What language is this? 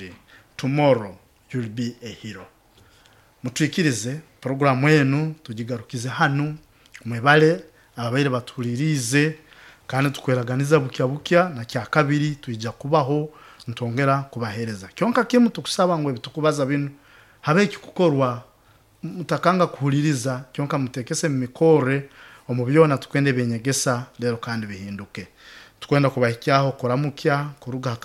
Nyoro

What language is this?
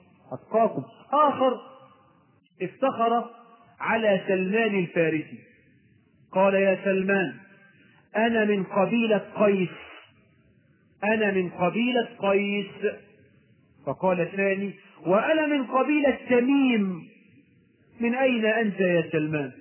Arabic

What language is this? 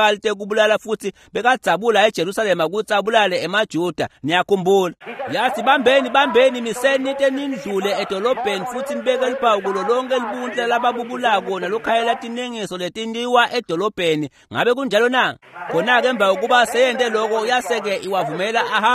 Swati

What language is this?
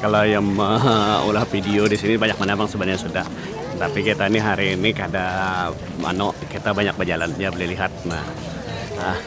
Banjar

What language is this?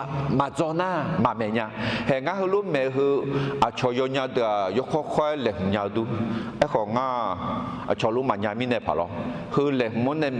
Akha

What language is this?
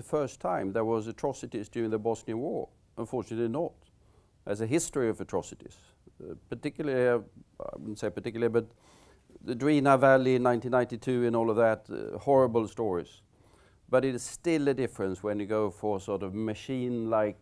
English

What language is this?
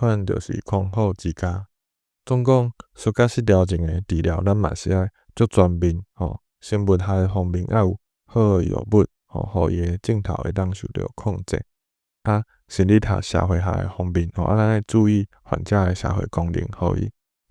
Min Nan Chinese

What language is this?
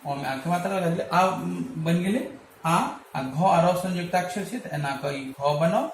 Maithili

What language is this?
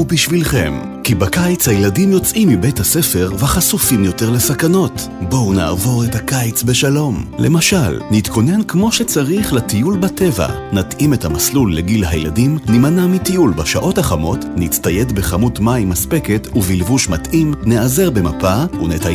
Hebrew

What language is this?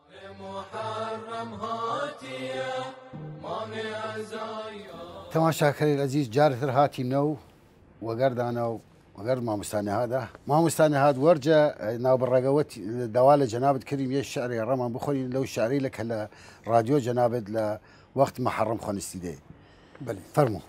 Southern Kurdish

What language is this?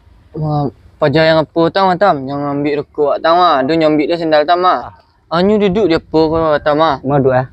Minangkabau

